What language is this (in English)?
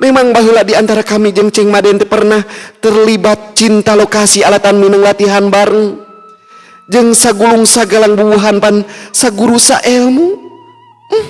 Sundanese